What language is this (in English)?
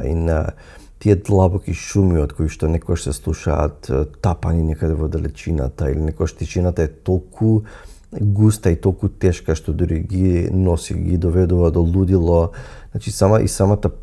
Macedonian